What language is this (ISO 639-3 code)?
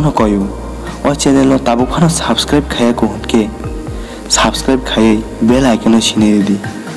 trp